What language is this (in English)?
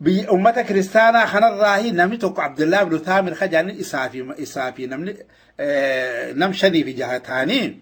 Oromo